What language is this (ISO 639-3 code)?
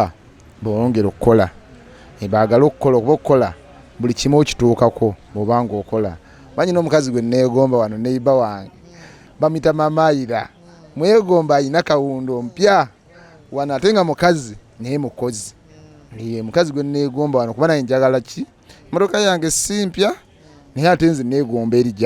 lug